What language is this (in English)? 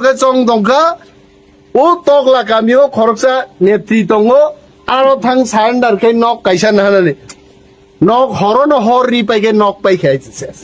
Kok Borok